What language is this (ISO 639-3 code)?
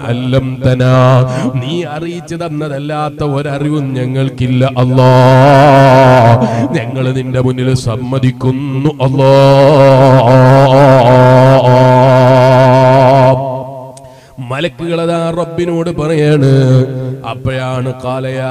mal